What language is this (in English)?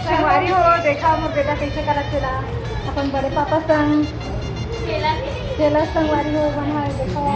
Chhattisgarhi